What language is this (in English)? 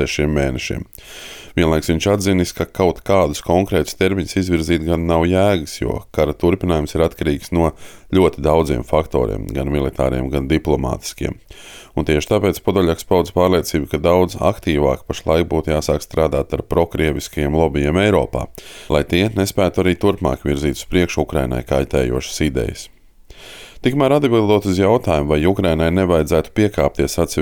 Latvian